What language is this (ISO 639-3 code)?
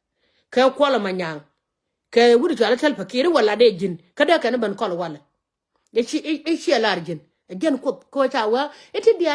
nus